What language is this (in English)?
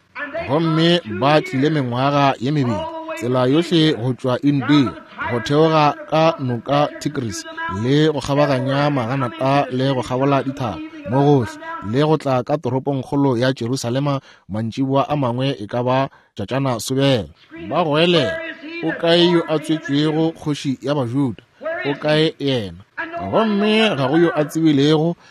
Northern Sotho